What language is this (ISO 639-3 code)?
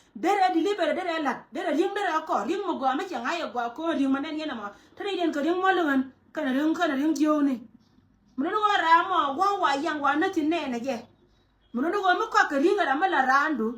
nus